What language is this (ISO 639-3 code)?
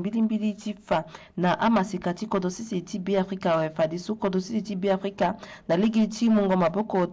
sag